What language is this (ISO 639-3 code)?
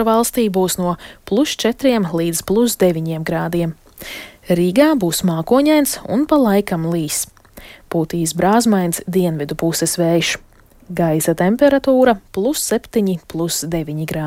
lav